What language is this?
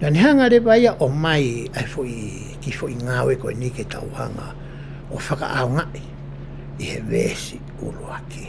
Tongan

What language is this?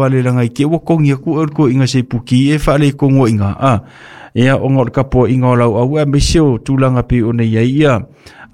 Samoan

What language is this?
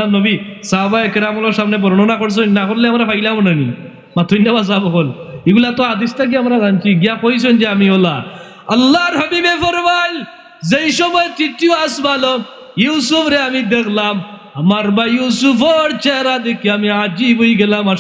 Sylheti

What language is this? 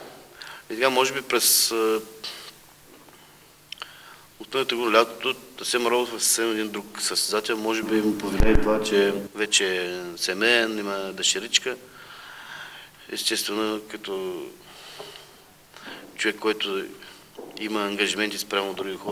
Bulgarian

